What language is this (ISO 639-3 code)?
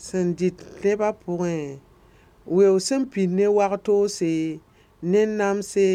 mos